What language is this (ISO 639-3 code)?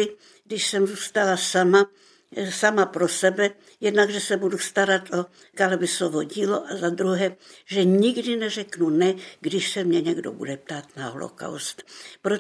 ces